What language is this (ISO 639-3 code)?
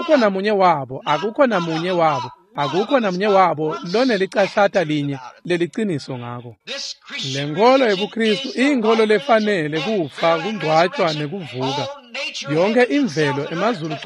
ssw